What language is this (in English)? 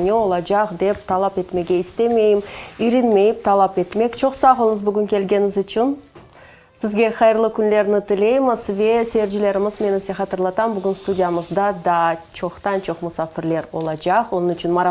Crimean Tatar